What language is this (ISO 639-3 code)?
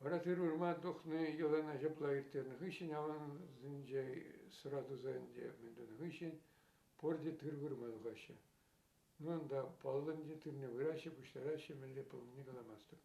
chv